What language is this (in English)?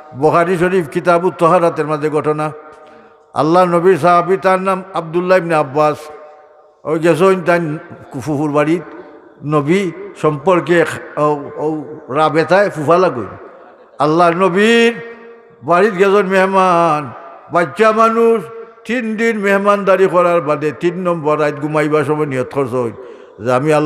Sylheti